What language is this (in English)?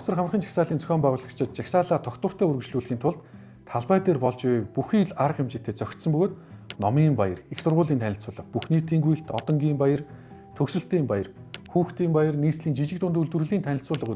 Mongolian